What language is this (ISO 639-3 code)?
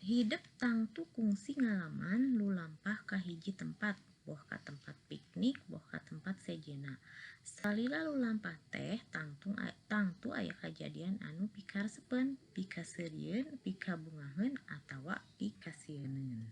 sun